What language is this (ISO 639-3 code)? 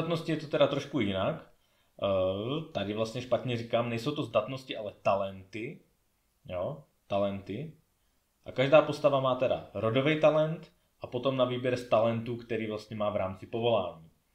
ces